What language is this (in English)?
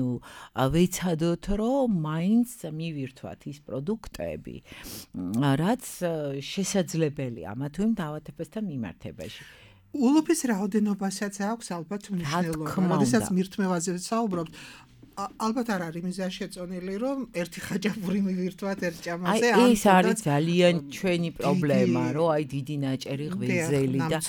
Georgian